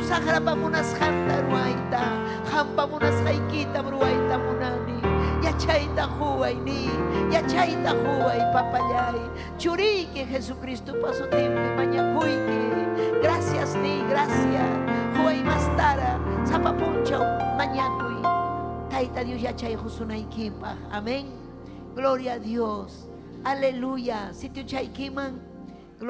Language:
Ayacucho Quechua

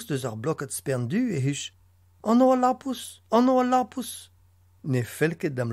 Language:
Breton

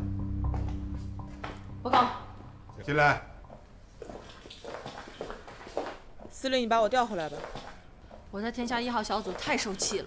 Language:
Chinese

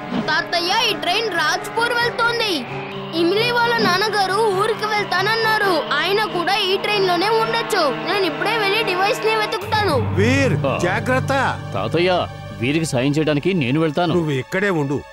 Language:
Telugu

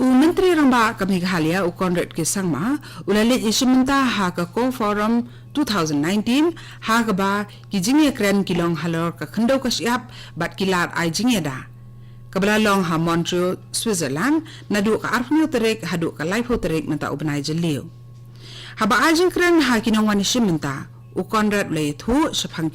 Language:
Khasi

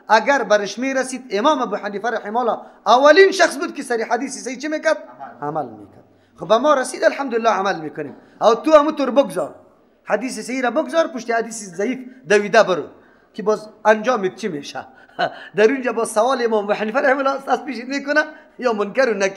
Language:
Persian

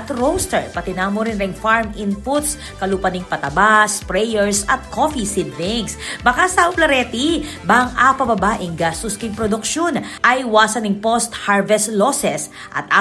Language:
Pampanga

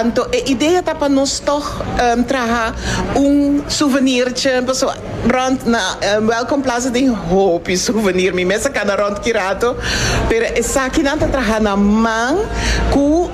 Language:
Papiamento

